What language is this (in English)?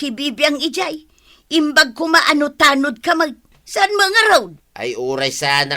Iloko